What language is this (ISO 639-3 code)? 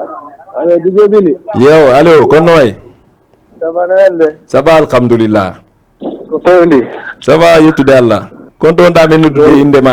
ful